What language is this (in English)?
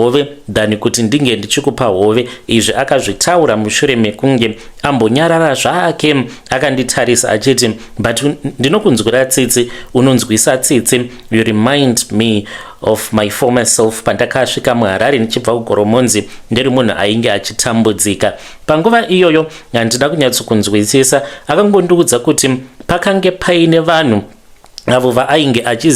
Shona